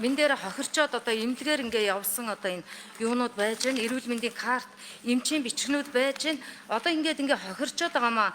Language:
Mongolian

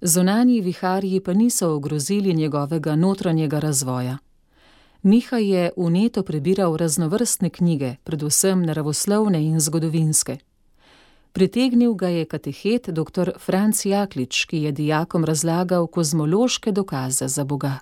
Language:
Slovenian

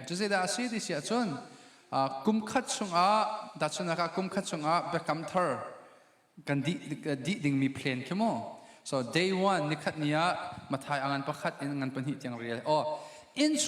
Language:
Hakha Chin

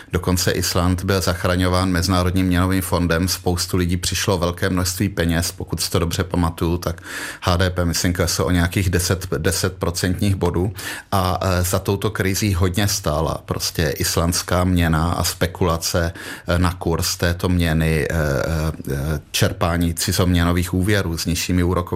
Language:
Czech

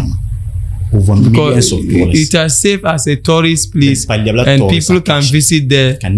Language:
Dagbani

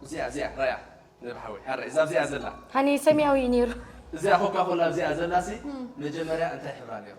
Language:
Tigrinya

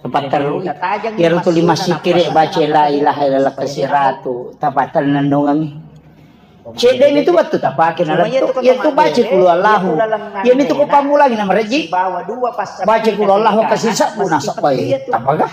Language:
Buginese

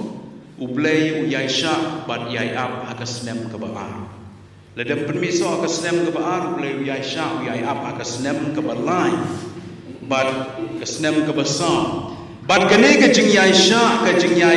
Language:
Khasi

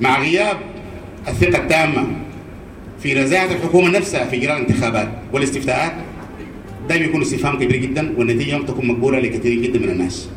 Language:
Sudanese Arabic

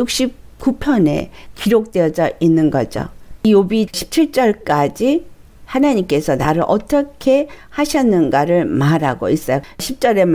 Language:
Korean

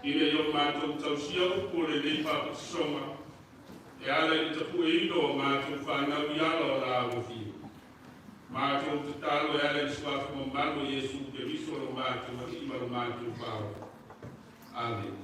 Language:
Samoan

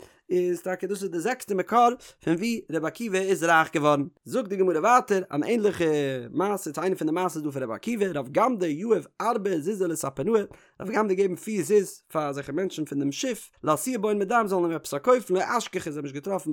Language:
Yiddish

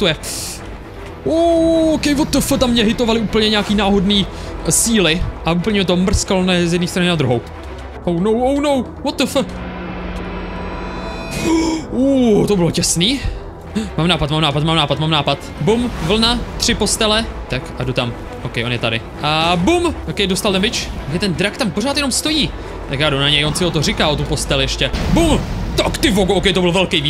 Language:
Czech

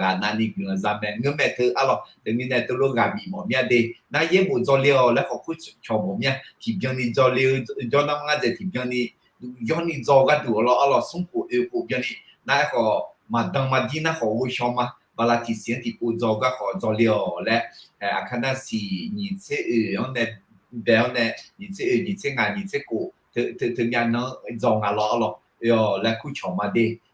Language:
Akha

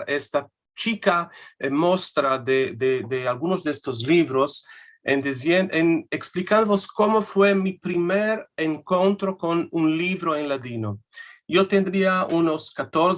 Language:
Ladino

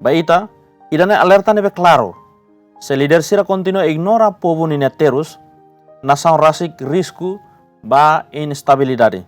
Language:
Tetum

